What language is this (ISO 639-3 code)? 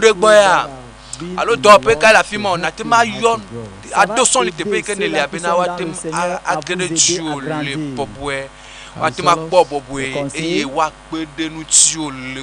ewe